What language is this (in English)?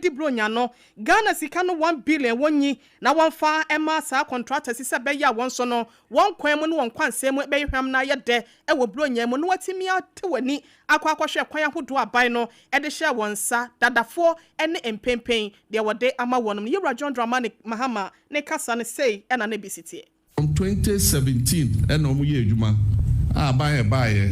Akan